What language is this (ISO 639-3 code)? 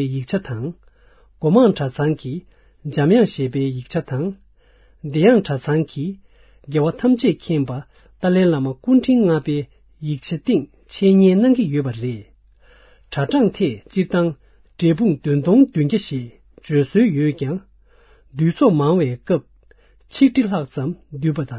bod